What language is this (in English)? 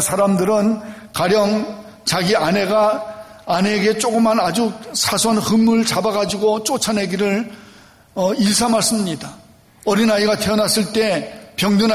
Korean